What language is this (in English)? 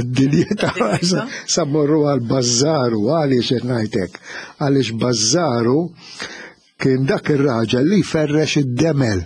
Maltese